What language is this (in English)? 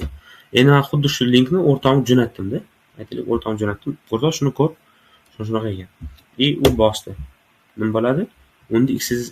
Uzbek